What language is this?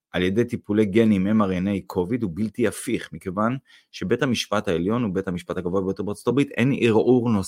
Hebrew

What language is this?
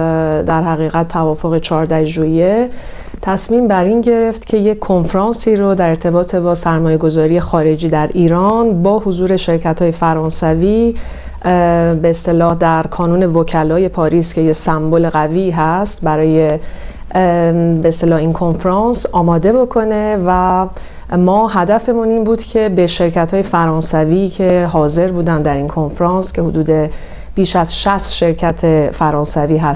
Persian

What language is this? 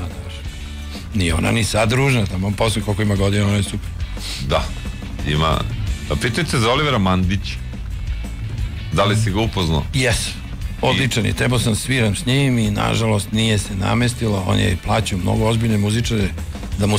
Serbian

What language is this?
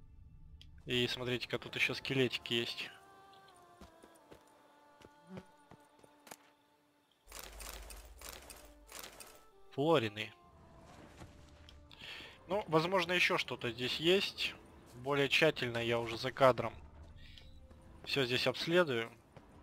Russian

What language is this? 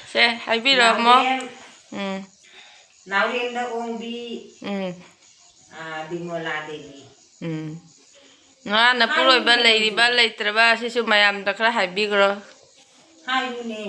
Manipuri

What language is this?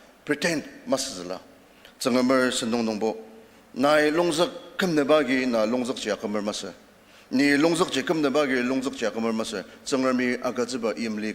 Ao Naga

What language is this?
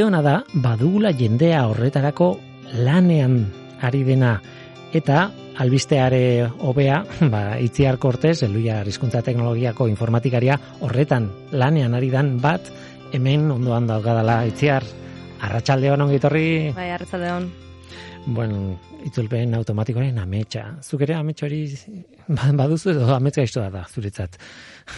Basque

